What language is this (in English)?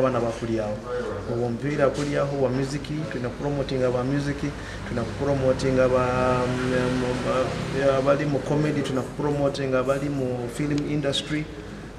Nyoro